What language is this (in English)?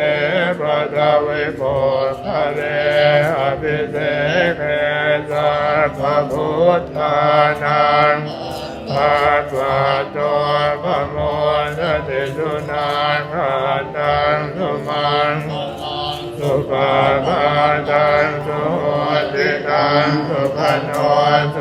Pali